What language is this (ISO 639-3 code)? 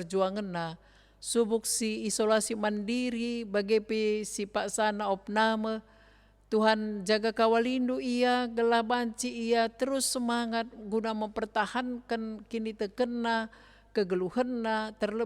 btx